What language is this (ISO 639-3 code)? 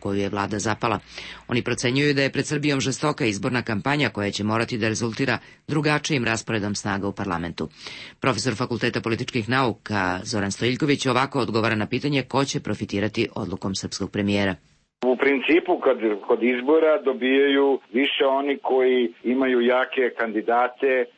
srp